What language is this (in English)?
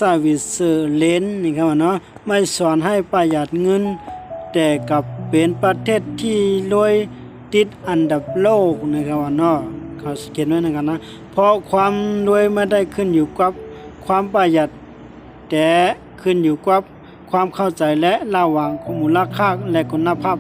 Shan